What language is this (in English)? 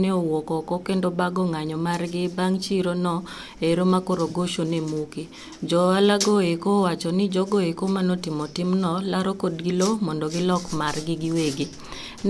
Luo (Kenya and Tanzania)